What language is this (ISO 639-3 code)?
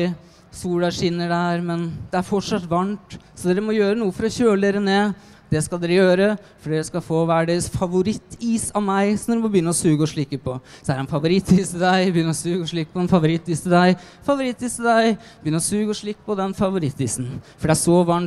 nor